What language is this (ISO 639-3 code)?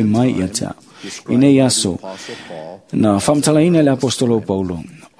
smo